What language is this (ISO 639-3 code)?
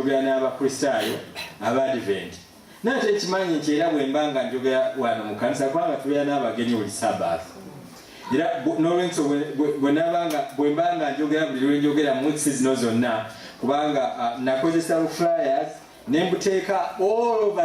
lug